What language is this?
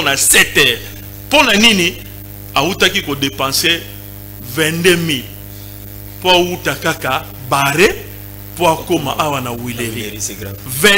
Lingala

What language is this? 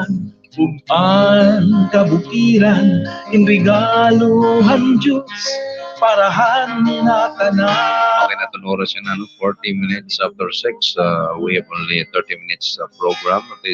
Waray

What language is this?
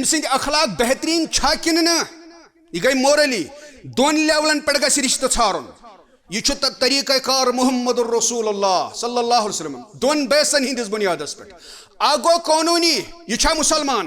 Kashmiri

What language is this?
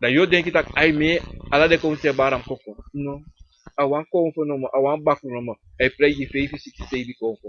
Sranan Tongo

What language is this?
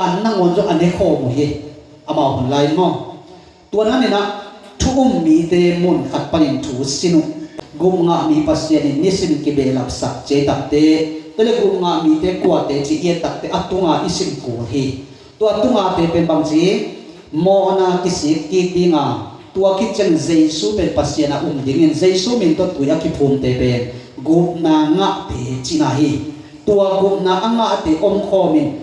Tedim Chin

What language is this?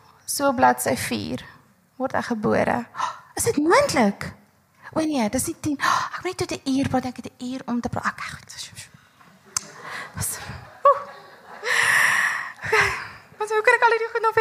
Afrikaans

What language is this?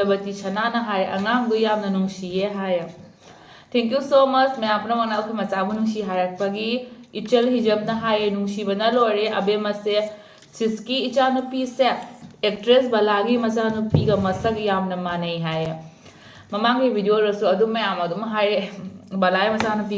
Manipuri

